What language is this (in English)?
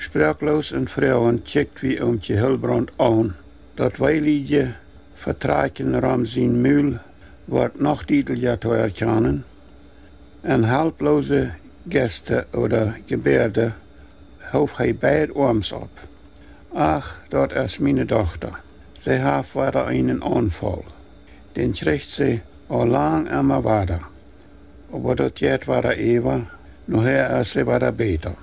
Plautdietsch